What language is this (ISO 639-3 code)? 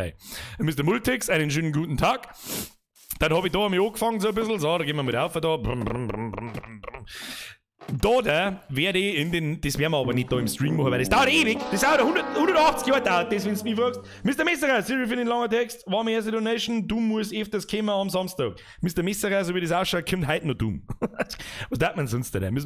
bar